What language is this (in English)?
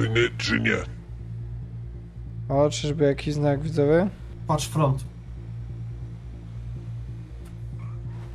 Polish